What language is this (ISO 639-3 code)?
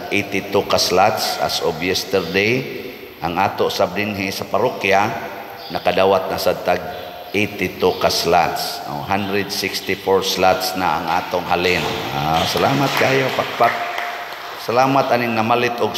ceb